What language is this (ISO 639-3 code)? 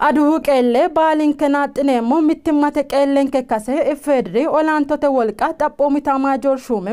sid